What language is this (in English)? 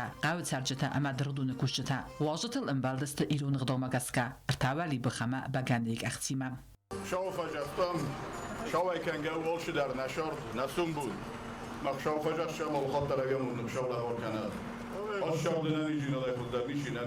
Ossetic